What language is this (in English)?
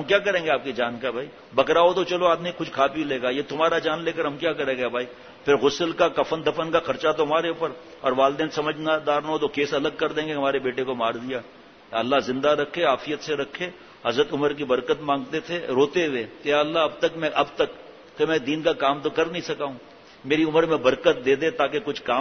Urdu